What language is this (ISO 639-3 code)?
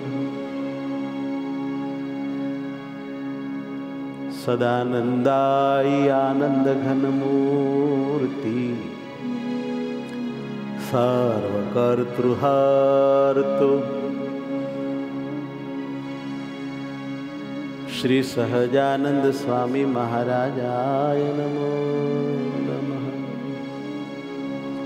guj